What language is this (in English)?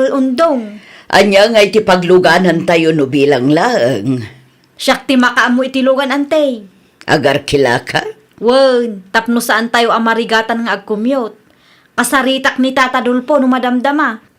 Iloko